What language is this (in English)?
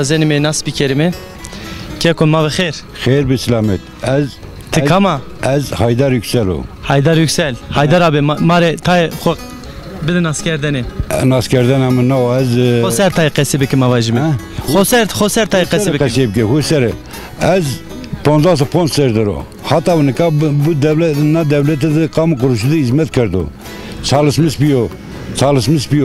Zaza